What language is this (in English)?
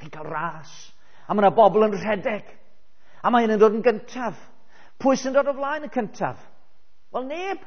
Welsh